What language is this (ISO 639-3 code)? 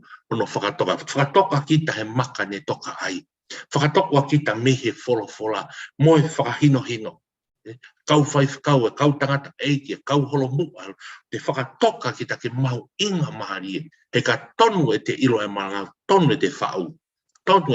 ton